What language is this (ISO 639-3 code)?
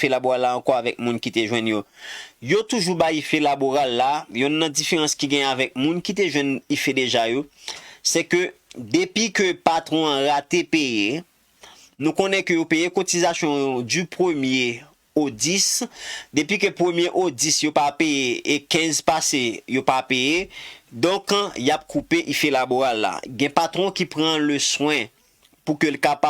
hat